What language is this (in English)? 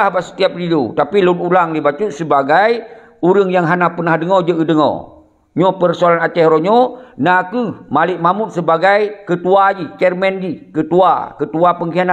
Achinese